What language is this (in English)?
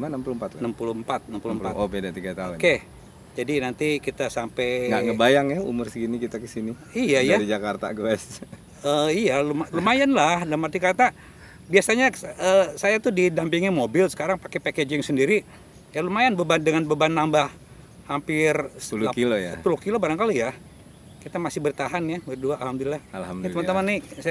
Indonesian